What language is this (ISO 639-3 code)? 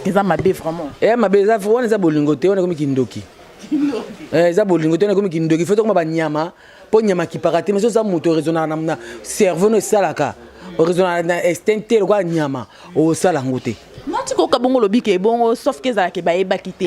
lin